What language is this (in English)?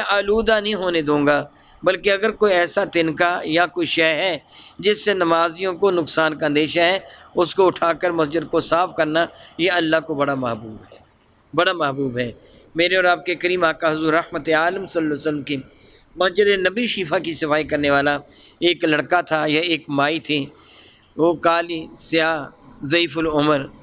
Urdu